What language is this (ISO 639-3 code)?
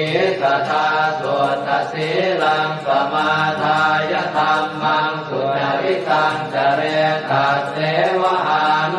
pli